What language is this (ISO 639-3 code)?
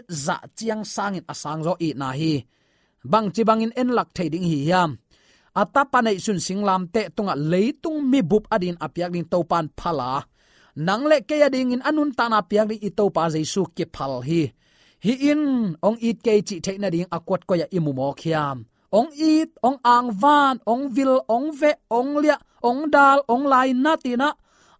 ctd